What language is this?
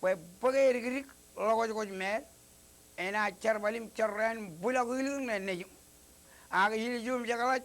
Marshallese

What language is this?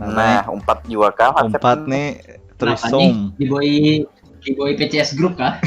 Banjar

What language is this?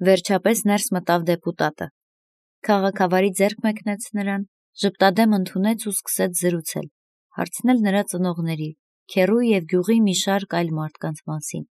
Armenian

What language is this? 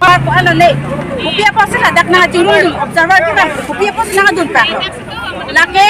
Karbi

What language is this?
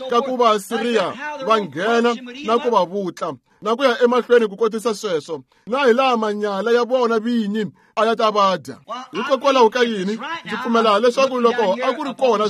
Tsonga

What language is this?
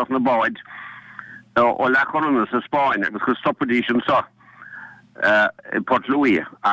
Irish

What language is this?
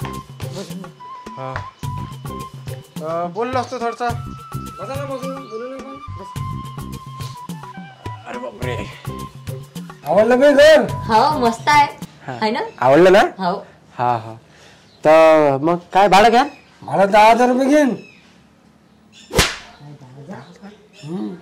Marathi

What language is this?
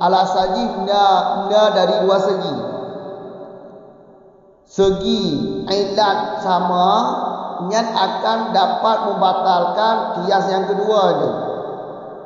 Malay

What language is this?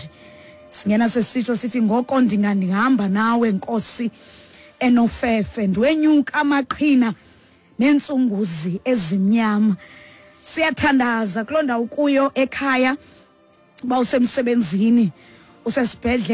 Xhosa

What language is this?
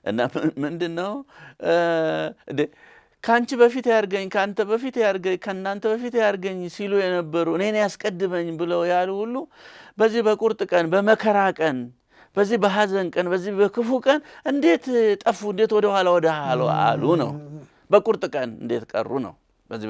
Amharic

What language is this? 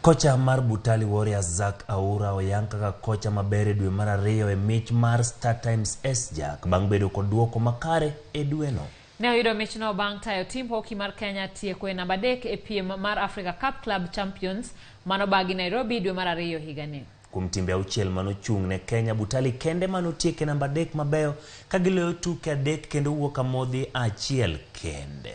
Luo (Kenya and Tanzania)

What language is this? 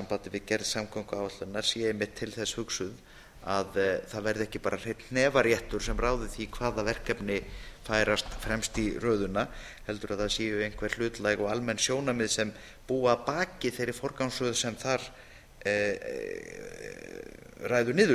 Icelandic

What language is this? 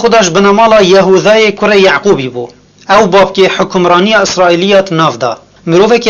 Kurdish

